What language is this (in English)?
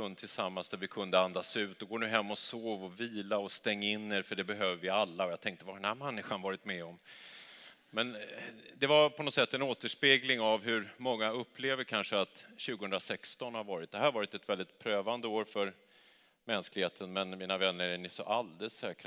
Swedish